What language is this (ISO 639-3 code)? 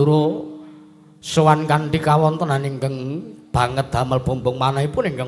jav